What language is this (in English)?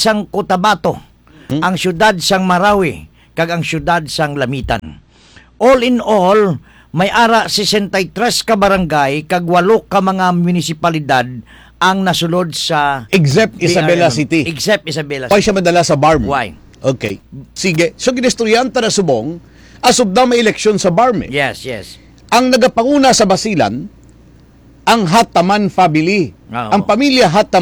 Hiligaynon